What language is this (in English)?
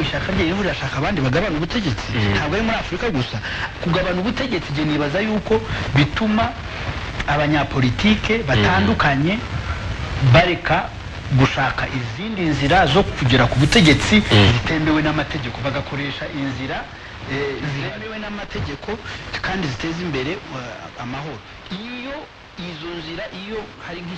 Kinyarwanda